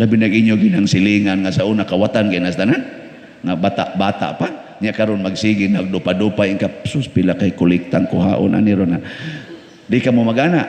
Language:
Cebuano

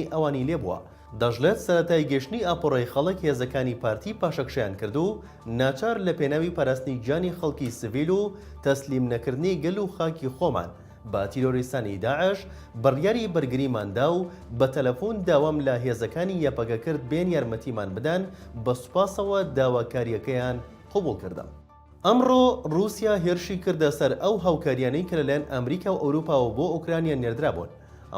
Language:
Central Kurdish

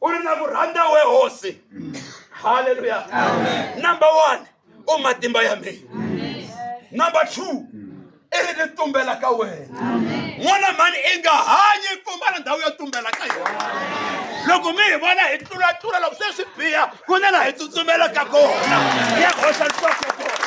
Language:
Tsonga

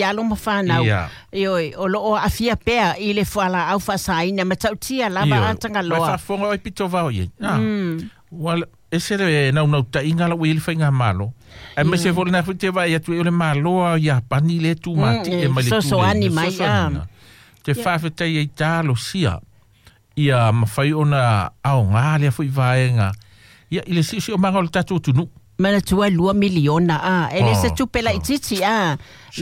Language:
Samoan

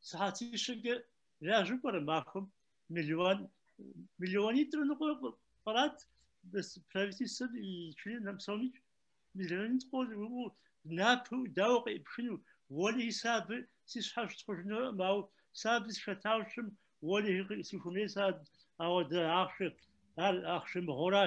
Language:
Kabardian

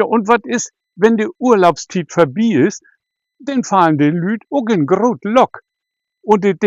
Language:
Low German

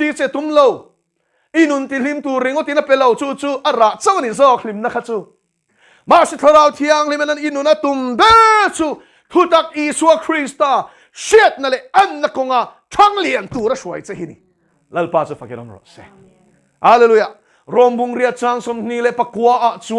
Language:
Mizo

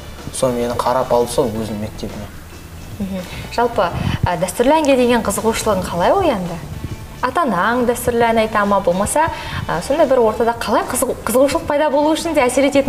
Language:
Kazakh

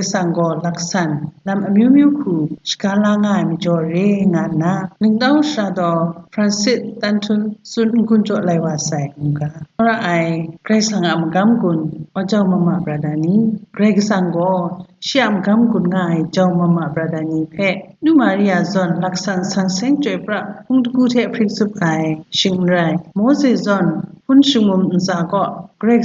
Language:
Kachin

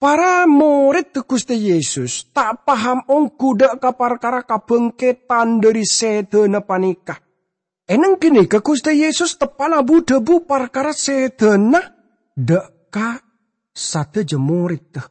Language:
Madurese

